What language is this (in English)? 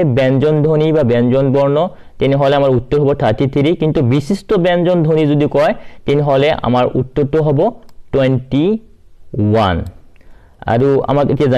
Assamese